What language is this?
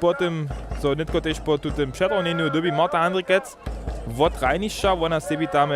Upper Sorbian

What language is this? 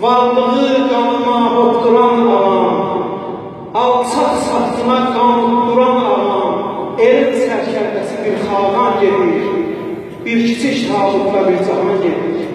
South Azerbaijani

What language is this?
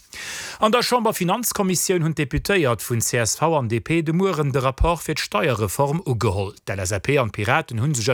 Luxembourgish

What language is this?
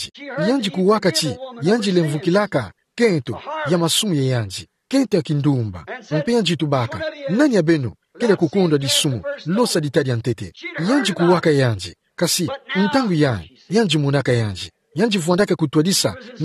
Kituba (Democratic Republic of Congo)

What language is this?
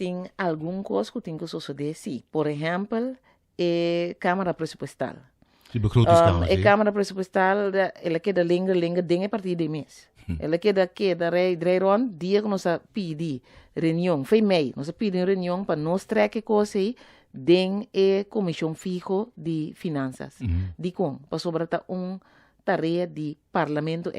Papiamento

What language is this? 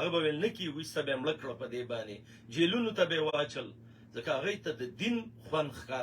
Pashto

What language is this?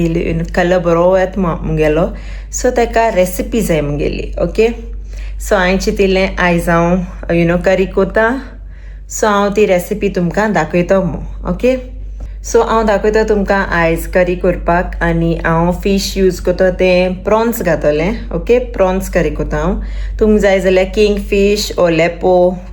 Konkani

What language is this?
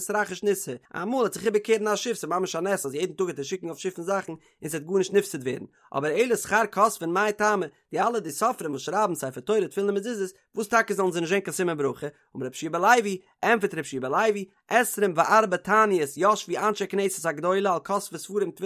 Yiddish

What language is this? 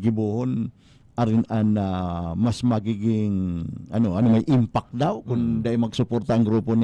Bikol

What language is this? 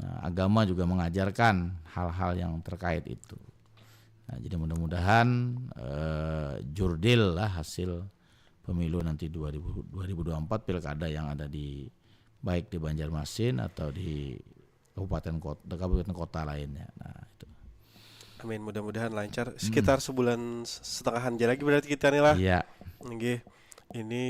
Banjar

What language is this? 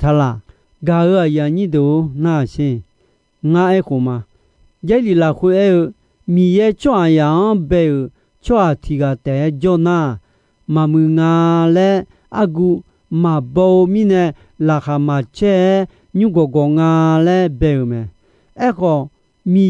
Akha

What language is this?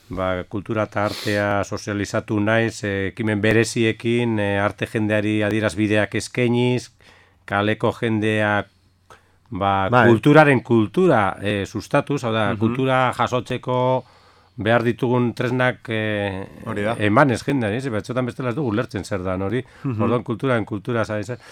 Basque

